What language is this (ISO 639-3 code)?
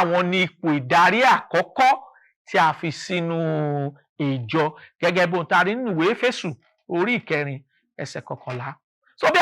yor